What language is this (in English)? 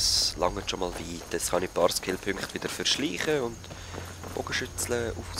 Swiss German